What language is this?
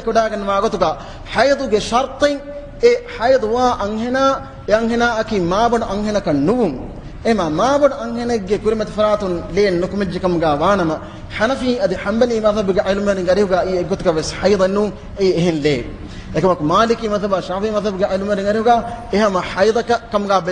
Divehi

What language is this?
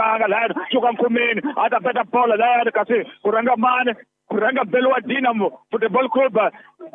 Tsonga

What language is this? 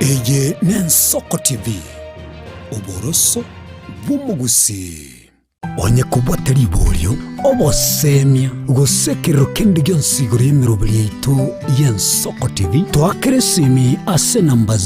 Gusii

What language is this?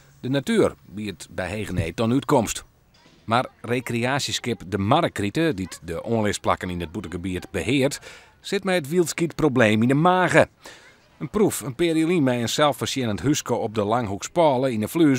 Western Frisian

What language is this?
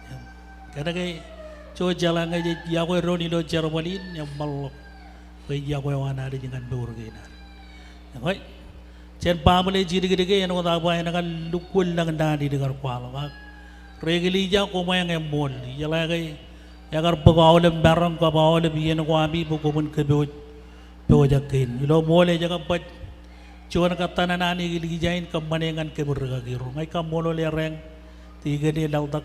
Marshallese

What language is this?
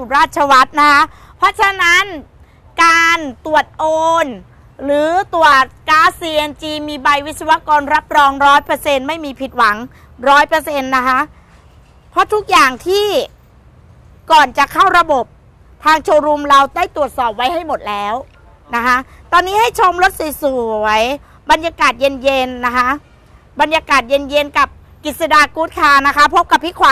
Thai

